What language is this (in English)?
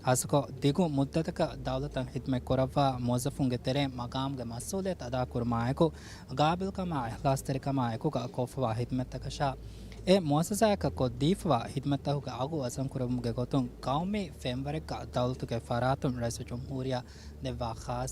Divehi